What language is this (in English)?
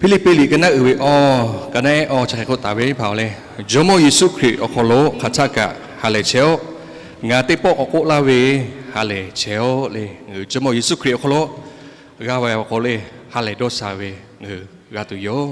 Lahu